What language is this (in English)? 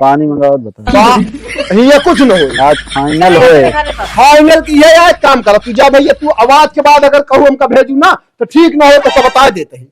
Awadhi